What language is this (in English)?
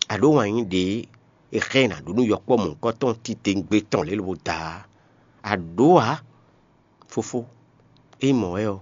Fon